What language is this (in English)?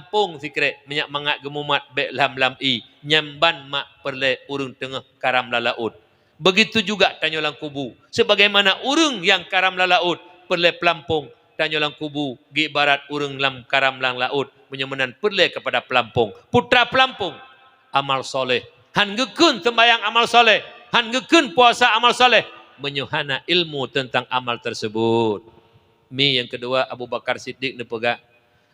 Achinese